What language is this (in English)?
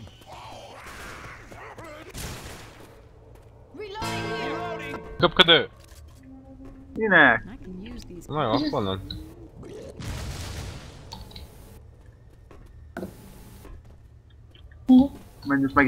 Hungarian